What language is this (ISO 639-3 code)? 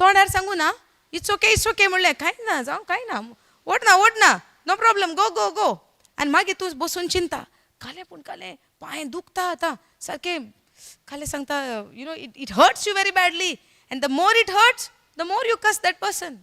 kok